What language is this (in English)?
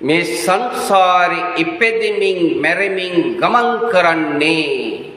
Sinhala